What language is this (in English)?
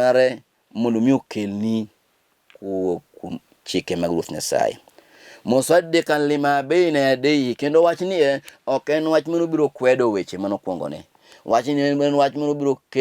Luo (Kenya and Tanzania)